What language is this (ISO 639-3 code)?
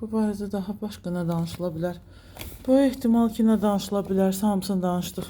aze